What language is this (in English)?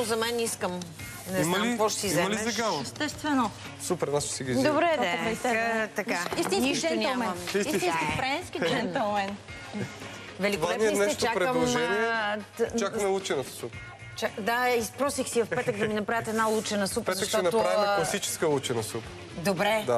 Bulgarian